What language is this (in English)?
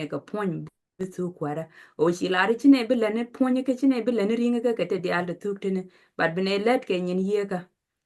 Nuer